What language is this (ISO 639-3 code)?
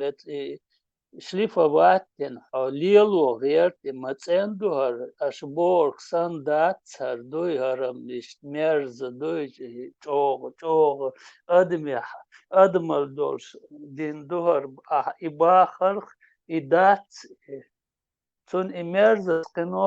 che